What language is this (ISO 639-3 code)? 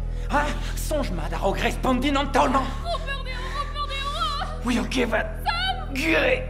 bre